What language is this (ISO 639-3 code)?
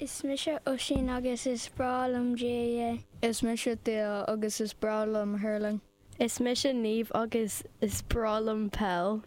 gle